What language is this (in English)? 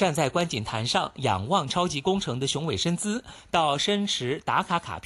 Chinese